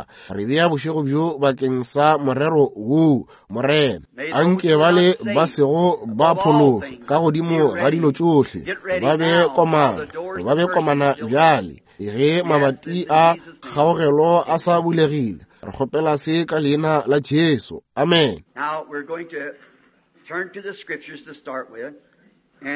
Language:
Northern Sotho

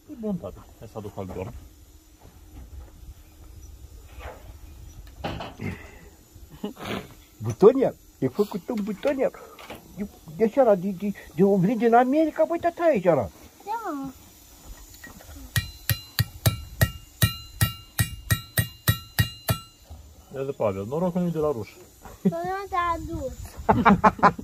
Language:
Romanian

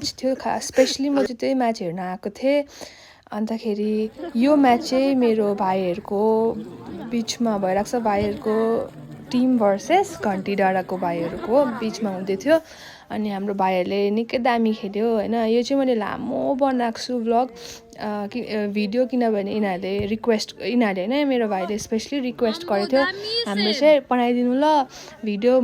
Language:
Nepali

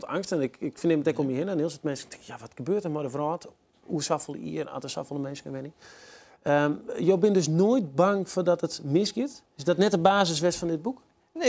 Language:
Western Frisian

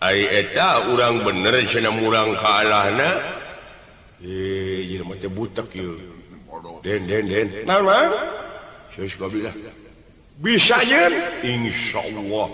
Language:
Sundanese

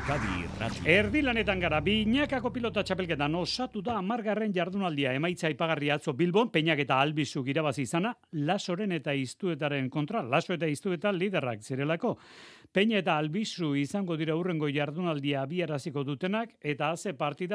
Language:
Basque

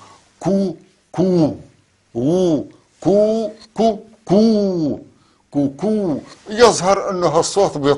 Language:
North Levantine Arabic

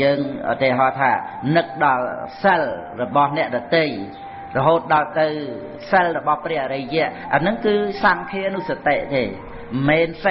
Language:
Khmer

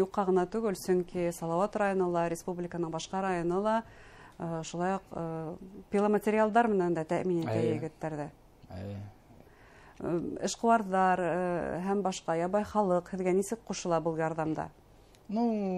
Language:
Bashkir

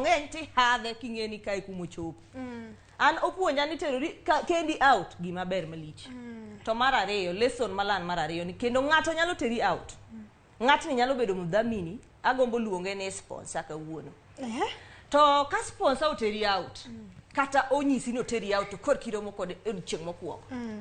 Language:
Luo (Kenya and Tanzania)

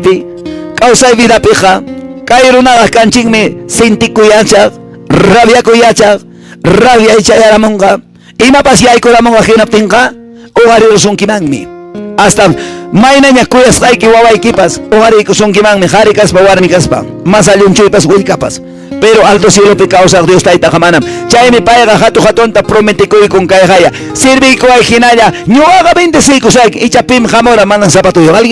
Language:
Quechua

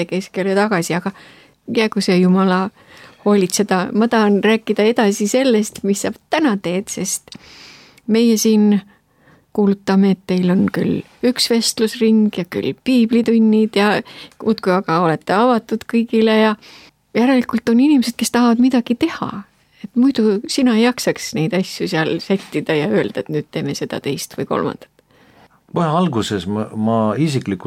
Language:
Estonian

